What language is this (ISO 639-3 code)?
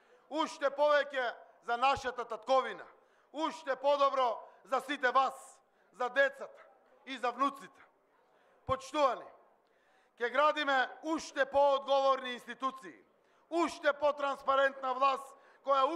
mkd